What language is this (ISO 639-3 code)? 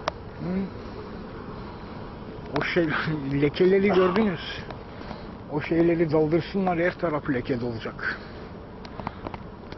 tur